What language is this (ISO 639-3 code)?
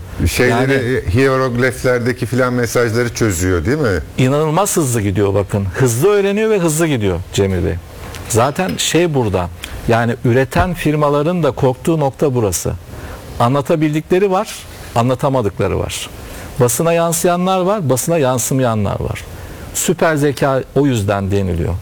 tur